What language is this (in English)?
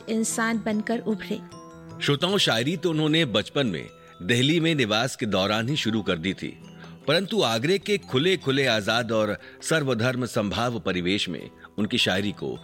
Hindi